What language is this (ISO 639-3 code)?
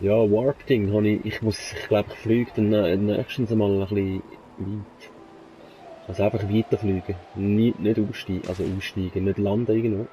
gsw